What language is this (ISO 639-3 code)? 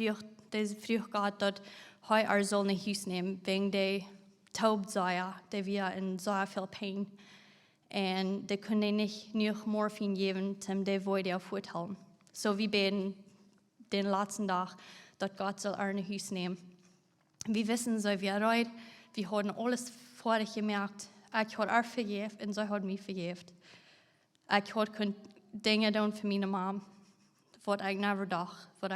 pdt